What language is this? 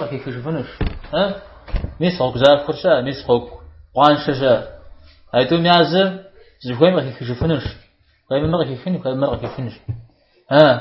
Kabardian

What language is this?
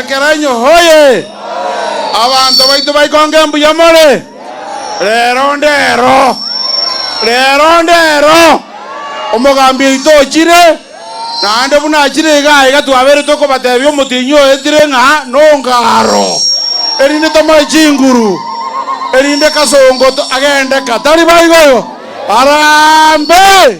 Gusii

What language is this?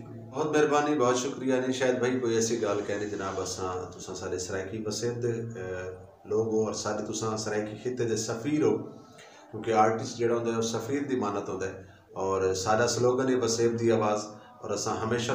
Saraiki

